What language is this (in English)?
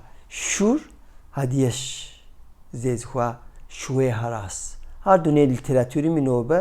Kabardian